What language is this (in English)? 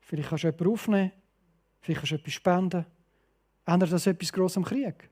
Swiss German